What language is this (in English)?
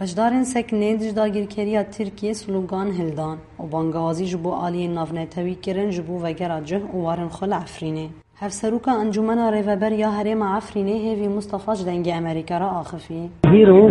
Kurdish